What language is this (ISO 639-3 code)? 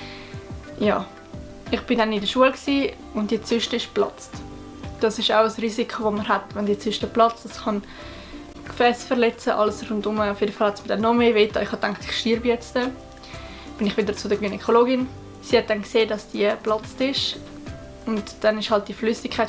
gsw